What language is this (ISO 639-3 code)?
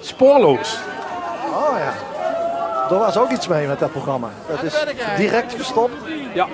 lim